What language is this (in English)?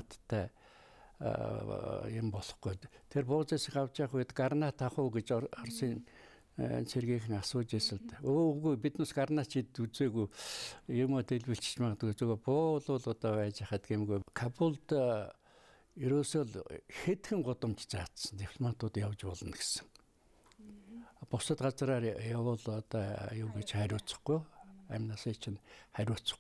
Mongolian